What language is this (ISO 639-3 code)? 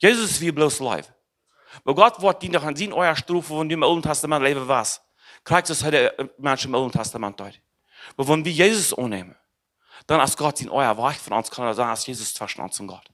pdt